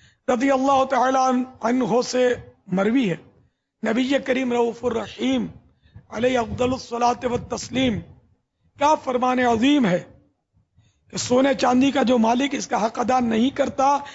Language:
Urdu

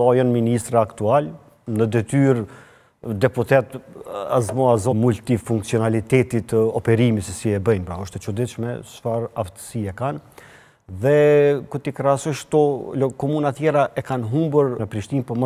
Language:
Albanian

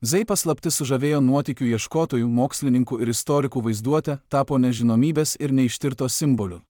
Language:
Lithuanian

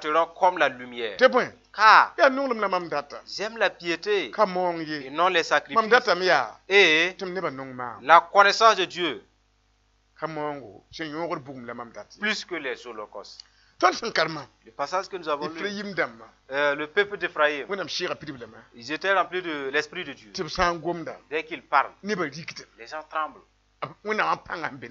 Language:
Mossi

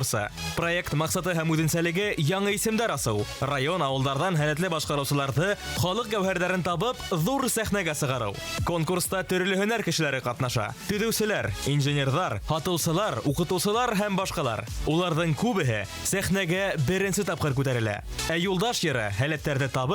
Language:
Bashkir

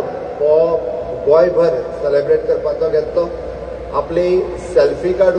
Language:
Konkani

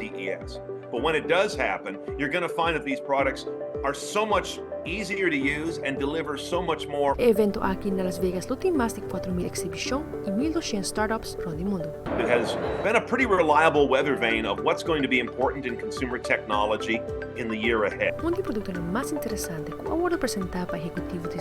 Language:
Papiamento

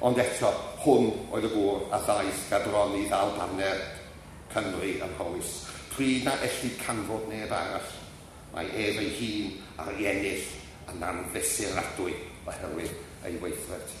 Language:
Welsh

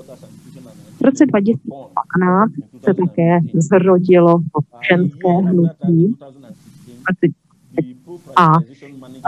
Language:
Czech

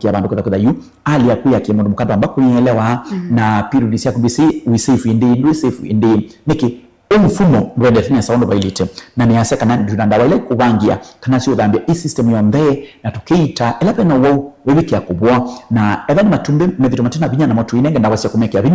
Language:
Kamba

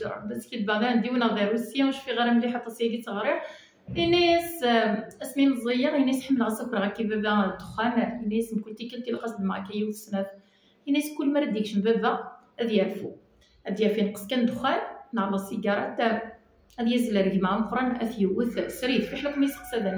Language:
Kabyle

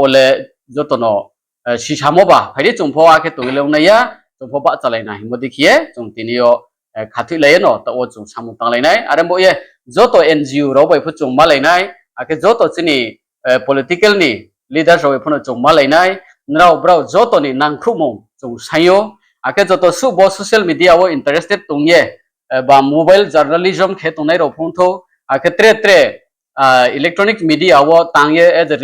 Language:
Riang (India)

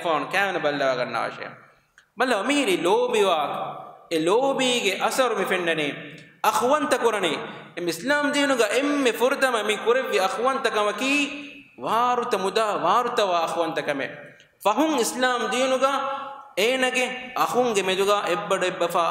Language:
Divehi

